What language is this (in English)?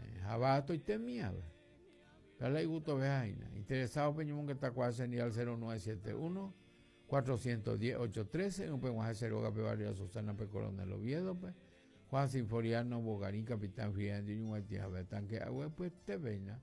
Guarani